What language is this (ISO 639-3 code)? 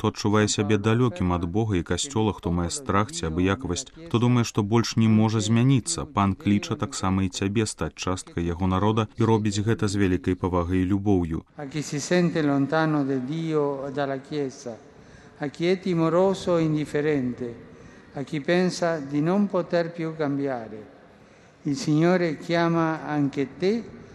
bel